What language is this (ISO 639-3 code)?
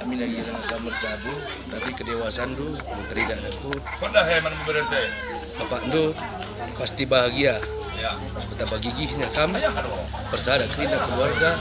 btx